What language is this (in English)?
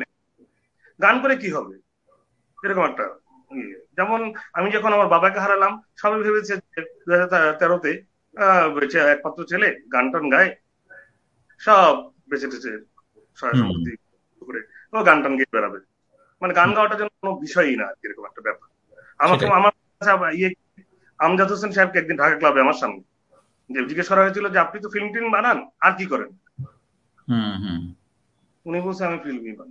Bangla